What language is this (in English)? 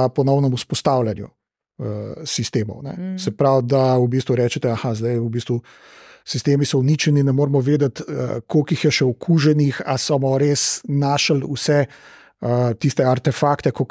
Slovenian